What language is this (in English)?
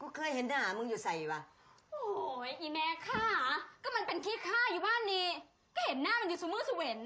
Northeastern Thai